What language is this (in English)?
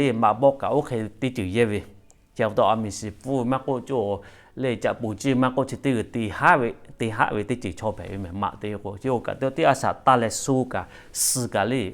Lahu